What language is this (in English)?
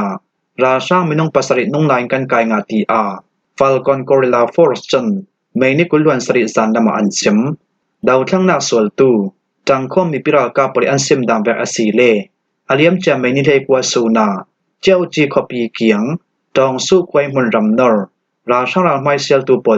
Falam Chin